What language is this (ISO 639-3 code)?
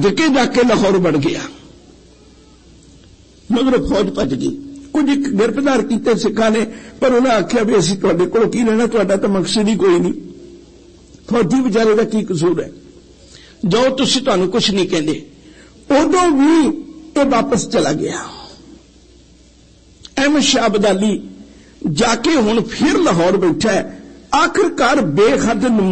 pan